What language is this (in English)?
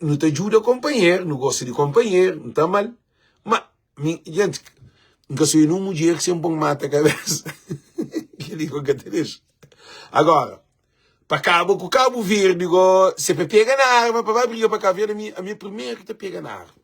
Kabuverdianu